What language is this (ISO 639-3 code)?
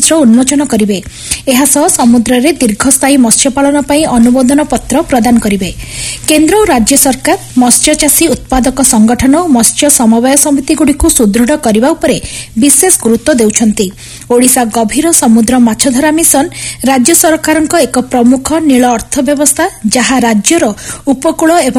ori